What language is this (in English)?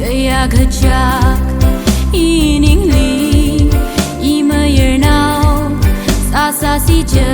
Tangkhul Naga (India)